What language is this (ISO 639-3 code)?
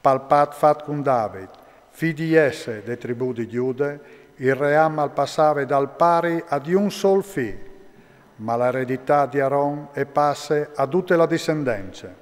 fur